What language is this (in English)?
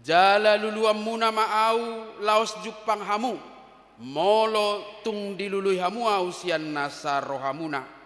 Batak Toba